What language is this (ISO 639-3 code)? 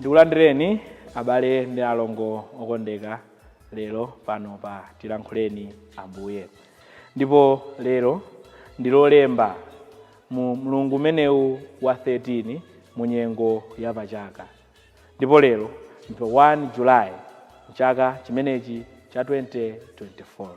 nya